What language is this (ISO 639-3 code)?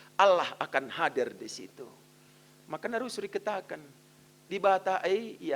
btx